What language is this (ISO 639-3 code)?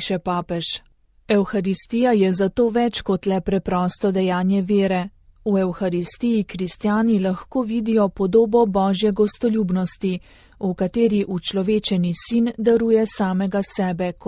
slv